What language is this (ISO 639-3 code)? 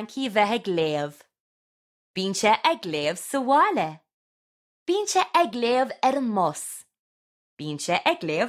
gle